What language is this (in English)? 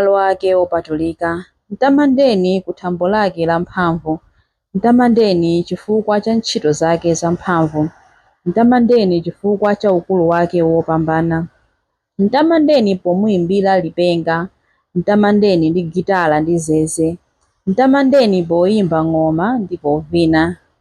Nyanja